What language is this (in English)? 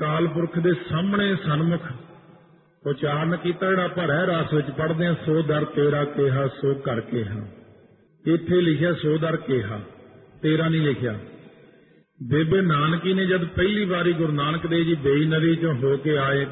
Punjabi